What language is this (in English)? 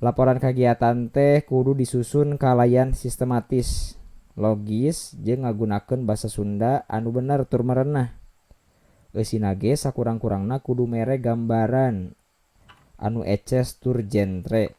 Sundanese